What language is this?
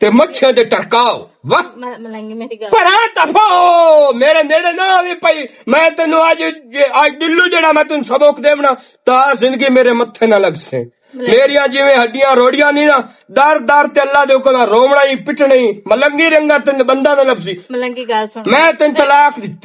Western Panjabi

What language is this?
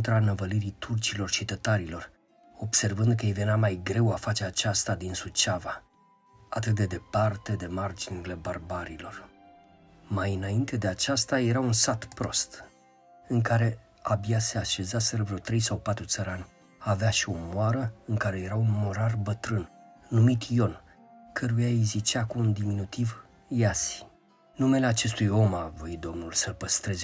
Romanian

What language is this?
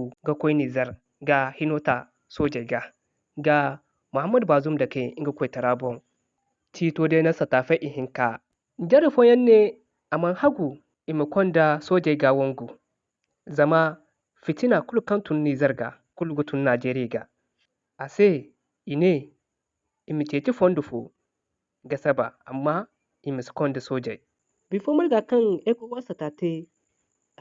Zarma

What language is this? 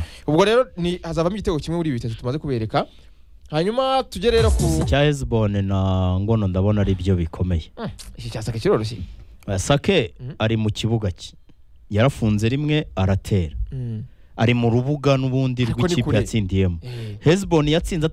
Kinyarwanda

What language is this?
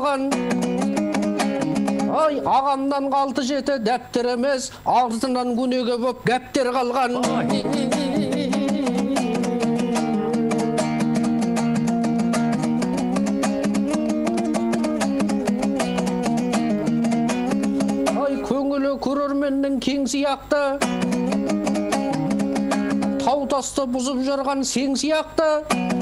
Kazakh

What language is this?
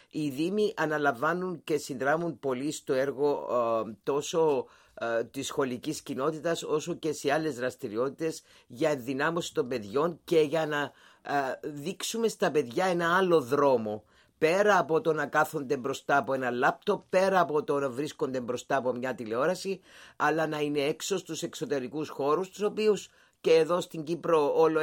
Greek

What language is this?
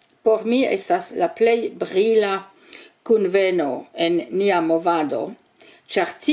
Esperanto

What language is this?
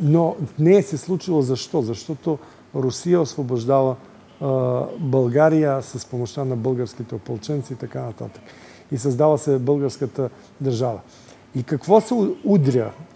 Bulgarian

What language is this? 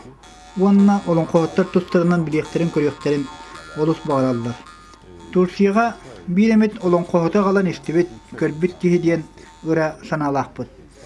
Yakut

